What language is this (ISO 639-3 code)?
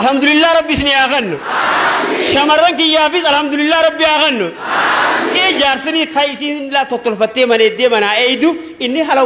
orm